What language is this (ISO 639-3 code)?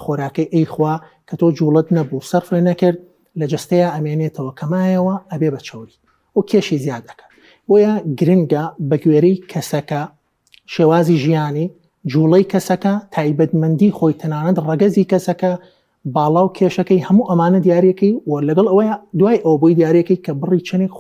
ckb